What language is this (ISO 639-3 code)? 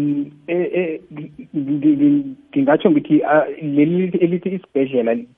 nbl